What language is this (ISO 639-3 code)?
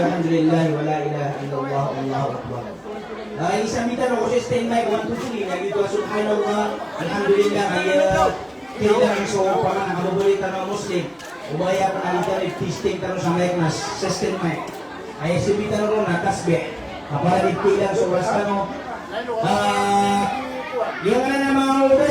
mrw